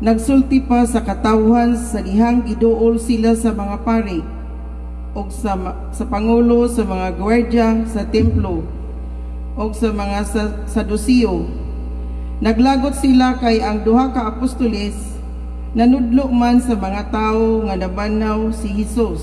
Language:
Cebuano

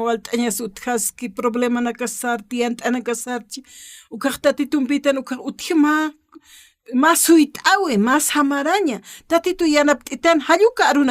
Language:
Aymara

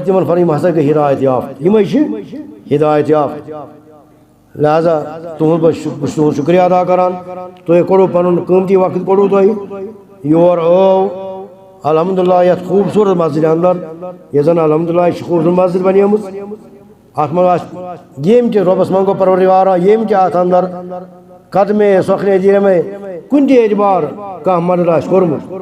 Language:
Kashmiri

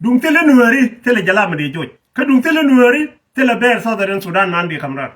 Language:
Nuer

